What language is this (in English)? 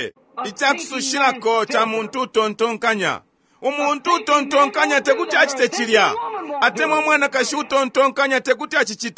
Bemba